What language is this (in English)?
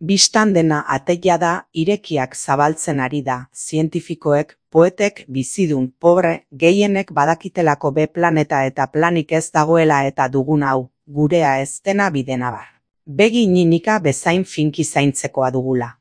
Basque